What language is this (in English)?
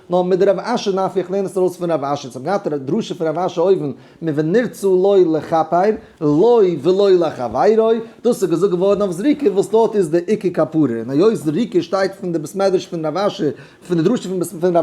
Yiddish